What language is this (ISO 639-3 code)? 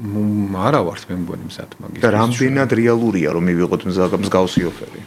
kat